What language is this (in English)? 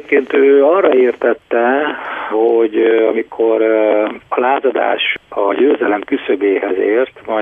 Hungarian